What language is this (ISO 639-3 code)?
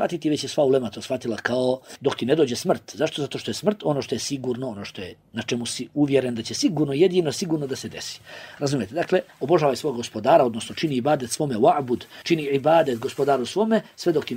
bos